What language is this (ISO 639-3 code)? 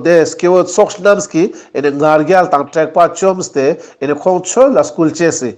lbj